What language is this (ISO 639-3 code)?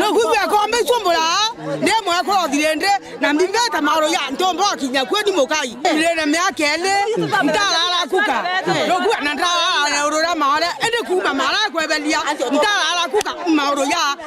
mer